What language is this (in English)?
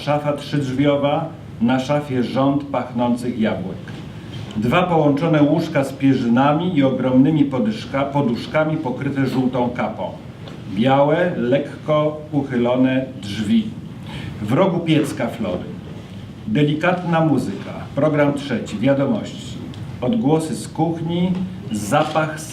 Silesian